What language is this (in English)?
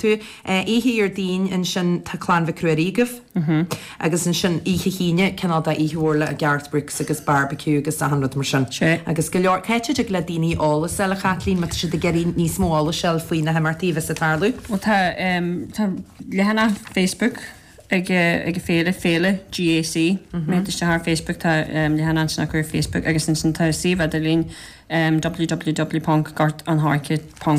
Irish